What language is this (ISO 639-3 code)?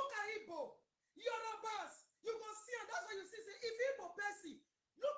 pcm